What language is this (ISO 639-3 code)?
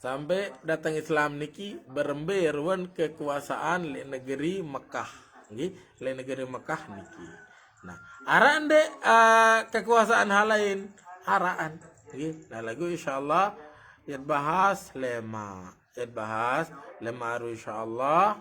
sas